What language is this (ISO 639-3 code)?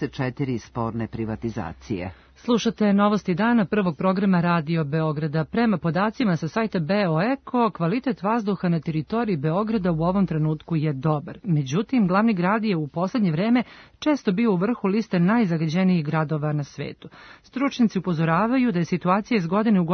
srp